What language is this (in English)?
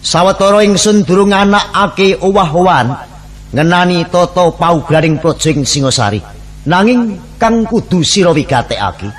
Javanese